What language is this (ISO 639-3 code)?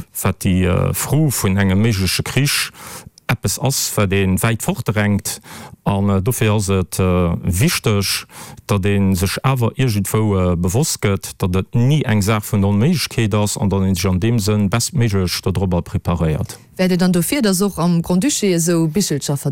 ltz